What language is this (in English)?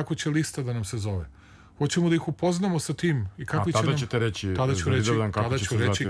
Serbian